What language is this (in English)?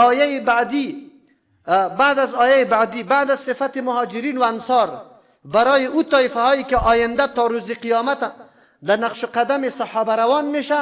Persian